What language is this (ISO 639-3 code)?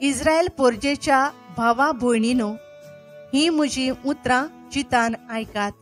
kok